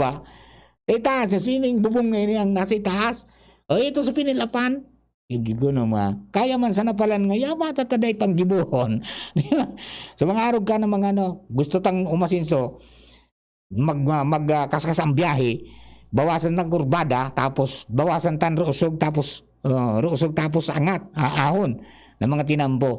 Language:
Bikol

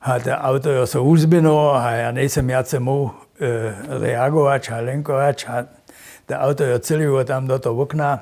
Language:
Upper Sorbian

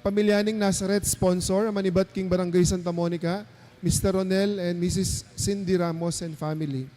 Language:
Pampanga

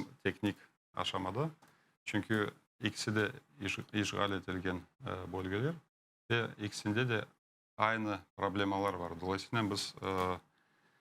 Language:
Crimean Tatar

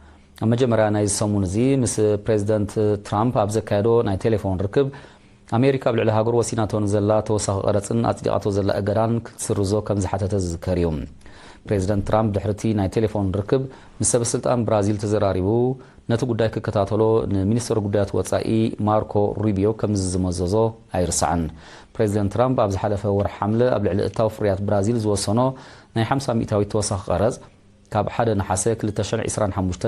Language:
Tigrinya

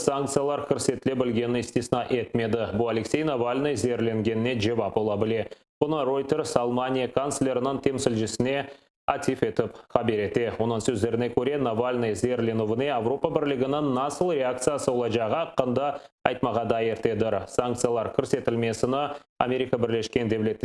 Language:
Crimean Tatar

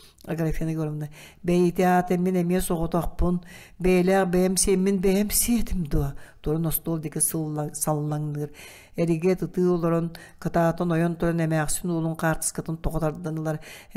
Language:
Yakut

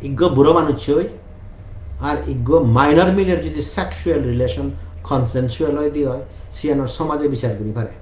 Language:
Chakma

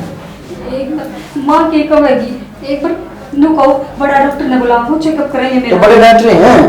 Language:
Haryanvi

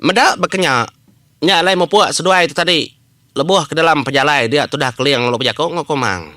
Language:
Iban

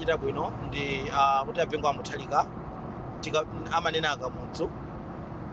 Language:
Nyanja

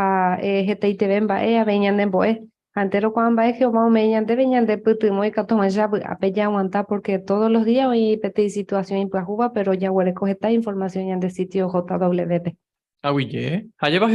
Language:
Guarani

